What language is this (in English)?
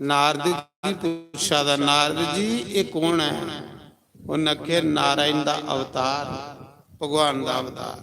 Dogri